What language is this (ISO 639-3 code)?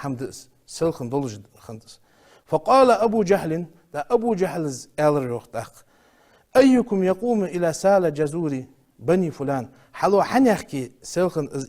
inh